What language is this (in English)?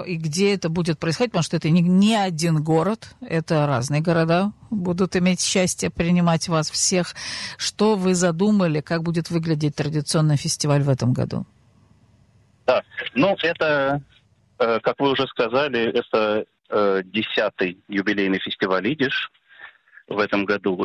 Russian